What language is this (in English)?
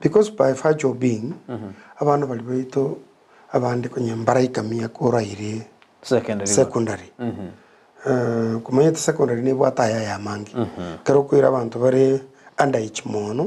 Gusii